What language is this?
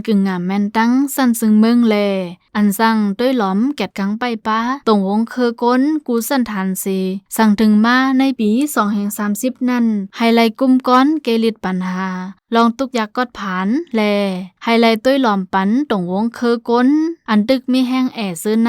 Shan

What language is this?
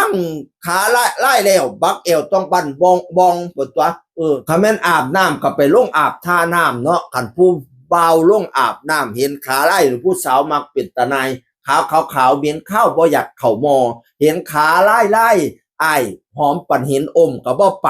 Northeastern Thai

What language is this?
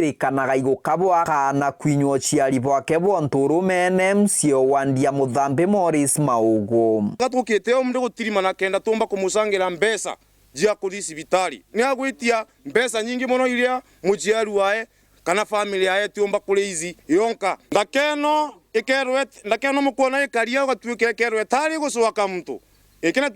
Meru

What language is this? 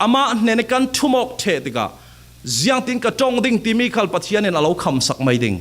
Falam Chin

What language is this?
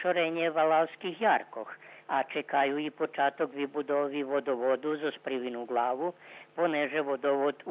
Rusyn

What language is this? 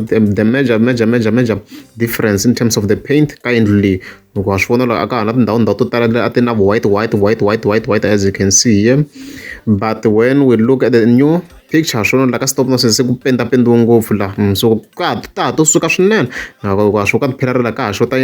Tsonga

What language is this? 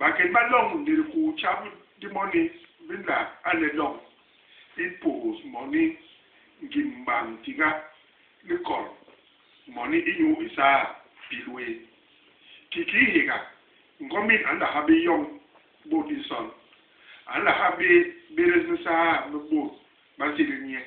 Basaa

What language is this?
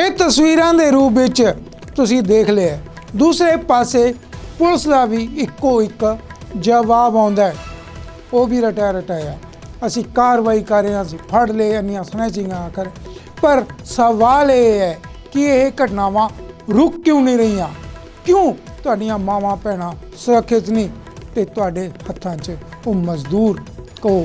Punjabi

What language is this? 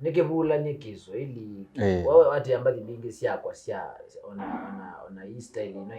Kamba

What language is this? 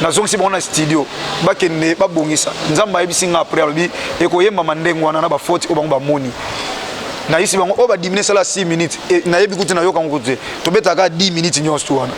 Lingala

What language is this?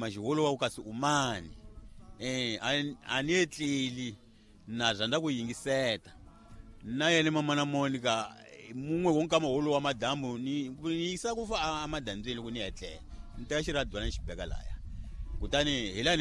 Tsonga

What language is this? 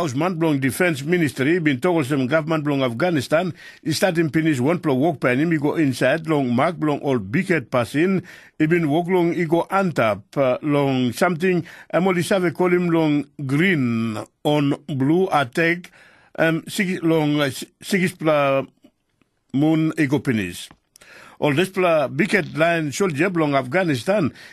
Tok Pisin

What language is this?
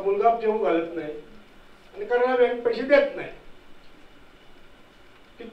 Marathi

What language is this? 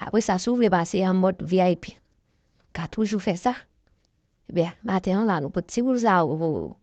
Haitian Creole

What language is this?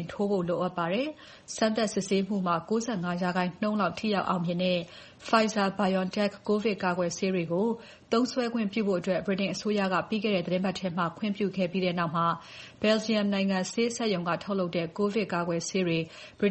Burmese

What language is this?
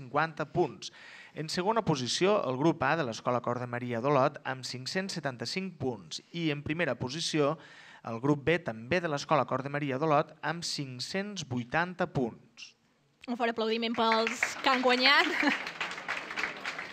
Catalan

